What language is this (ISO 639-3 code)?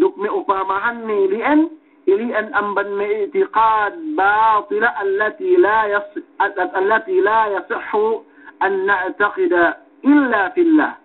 yka